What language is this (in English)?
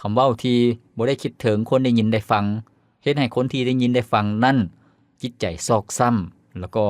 Lao